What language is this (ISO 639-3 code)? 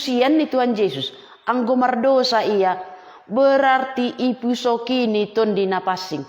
bts